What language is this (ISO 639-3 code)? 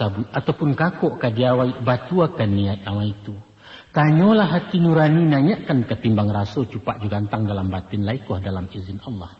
min